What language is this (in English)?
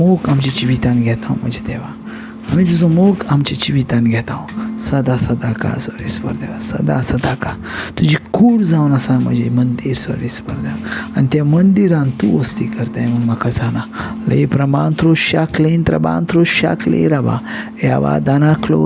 Konkani